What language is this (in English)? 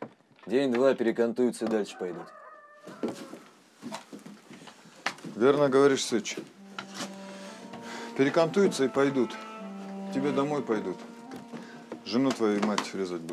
Russian